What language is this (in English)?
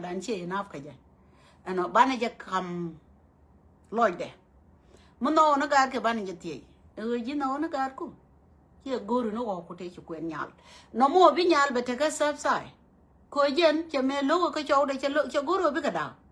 Nuer